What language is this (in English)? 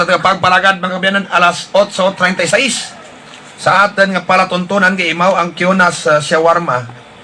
Hiligaynon